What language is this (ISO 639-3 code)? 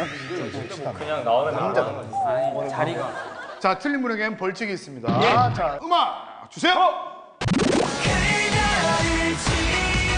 kor